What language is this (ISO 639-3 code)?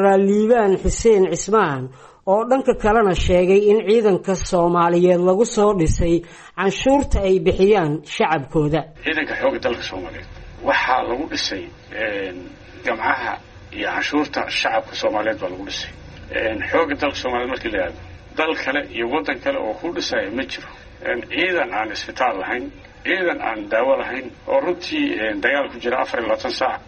som